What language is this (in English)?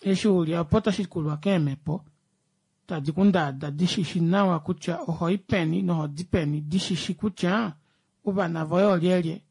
Kuanyama